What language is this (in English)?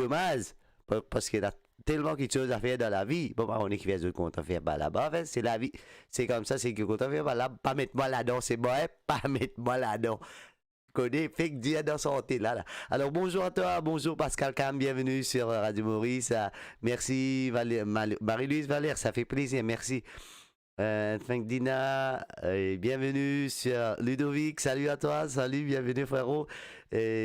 Morisyen